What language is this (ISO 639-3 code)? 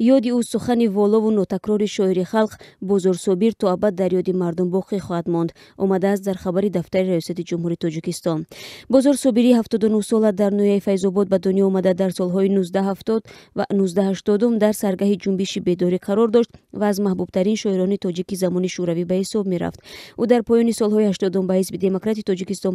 tgk